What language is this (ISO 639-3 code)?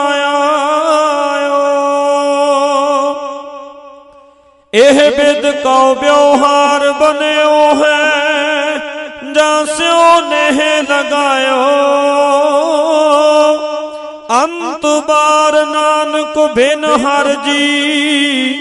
pan